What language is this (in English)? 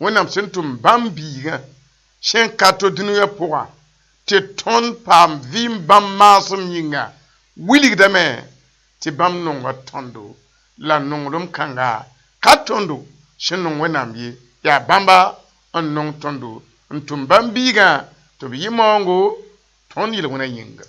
Mossi